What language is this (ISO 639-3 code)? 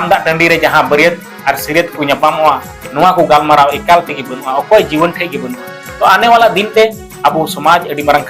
sat